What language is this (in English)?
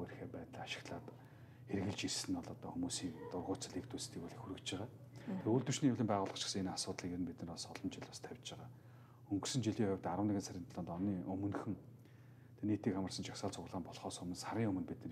Mongolian